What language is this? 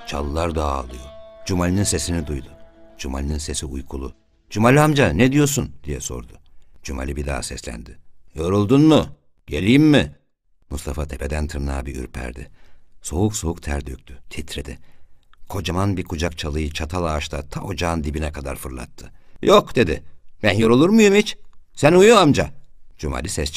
Turkish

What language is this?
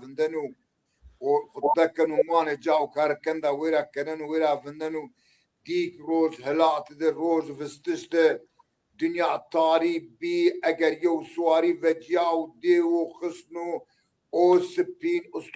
Zaza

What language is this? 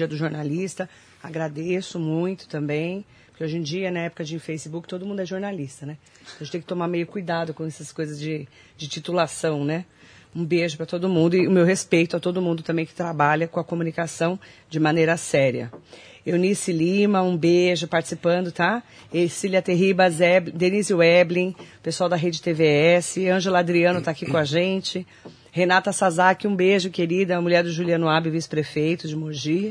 Portuguese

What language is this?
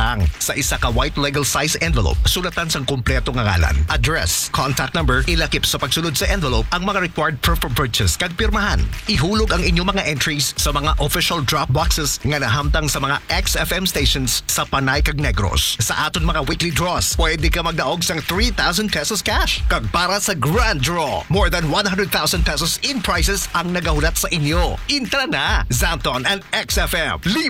Hiligaynon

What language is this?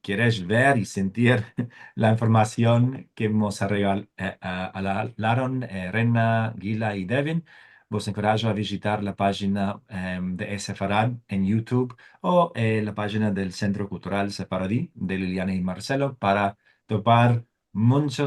Ladino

